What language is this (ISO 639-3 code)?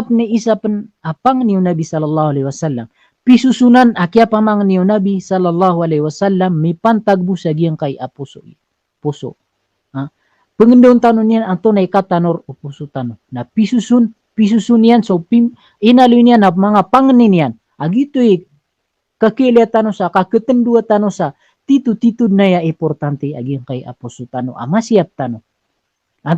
mrw